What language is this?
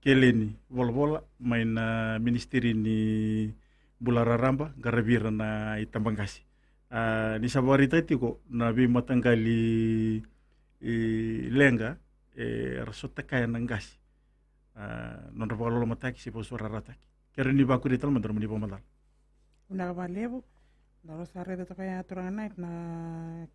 Fijian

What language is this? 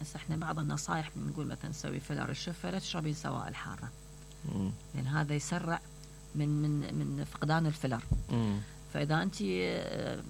Mesopotamian Arabic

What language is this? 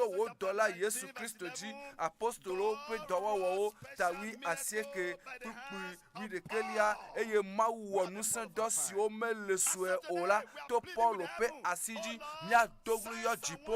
Ewe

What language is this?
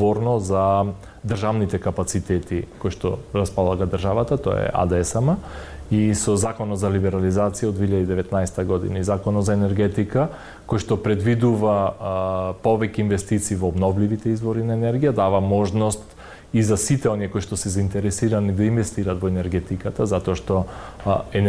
Macedonian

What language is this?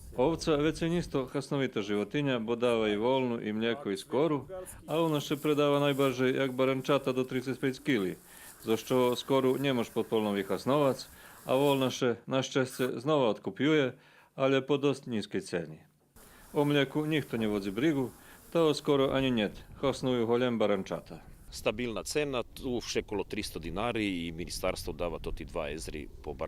Rusyn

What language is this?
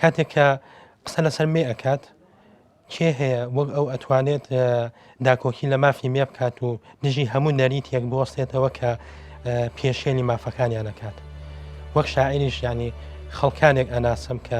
Central Kurdish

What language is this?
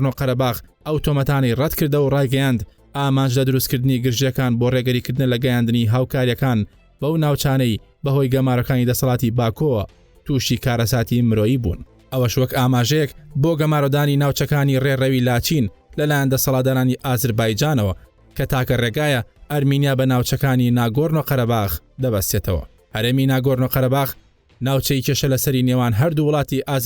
Central Kurdish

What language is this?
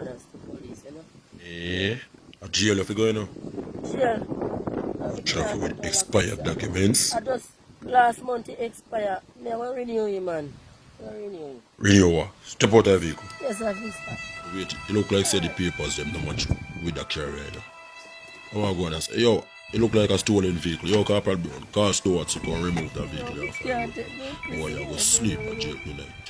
Jamaican Creole English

